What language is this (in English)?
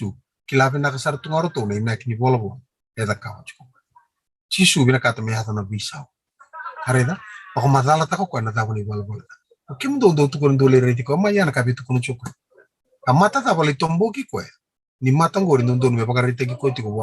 Fijian